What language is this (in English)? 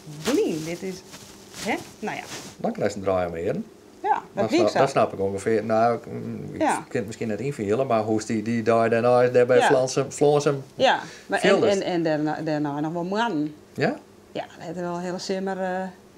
Western Frisian